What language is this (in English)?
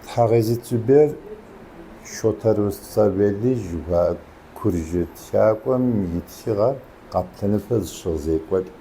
Kabardian